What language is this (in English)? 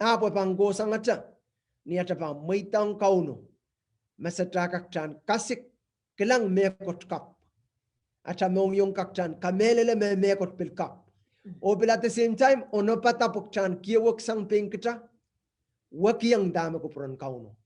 Pohnpeian